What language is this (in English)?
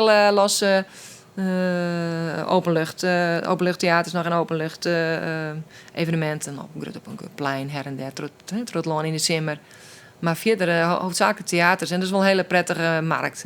Western Frisian